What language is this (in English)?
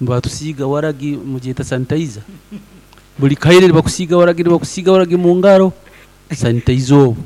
Nyoro